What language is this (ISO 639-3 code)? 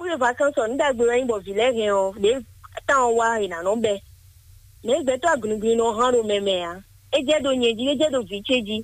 fon